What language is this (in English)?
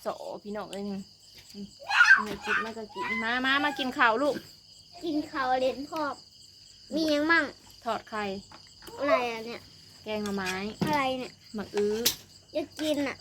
Northeastern Thai